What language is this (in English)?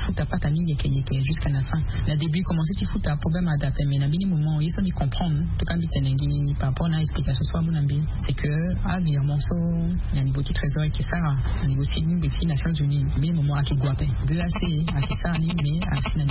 Sango